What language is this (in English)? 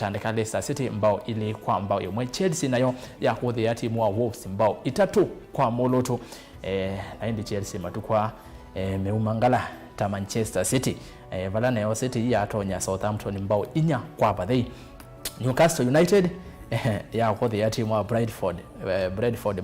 Kamba